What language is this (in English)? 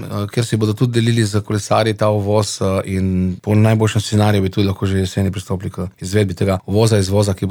Slovenian